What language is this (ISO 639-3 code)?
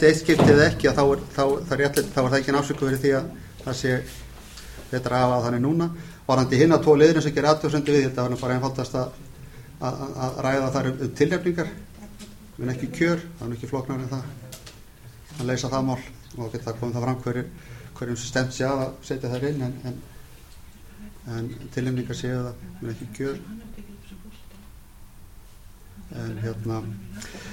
isl